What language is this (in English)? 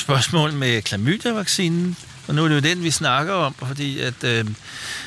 Danish